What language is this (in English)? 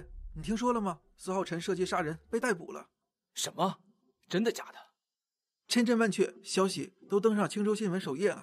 Chinese